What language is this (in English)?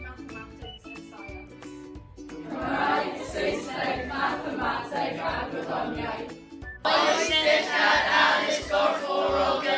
Welsh